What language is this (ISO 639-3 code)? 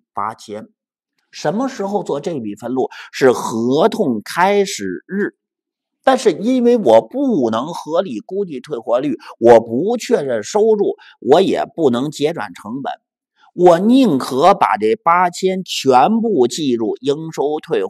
zho